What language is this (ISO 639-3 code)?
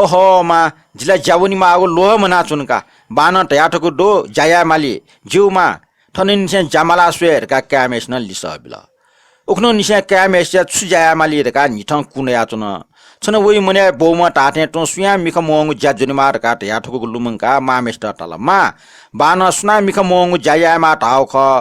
new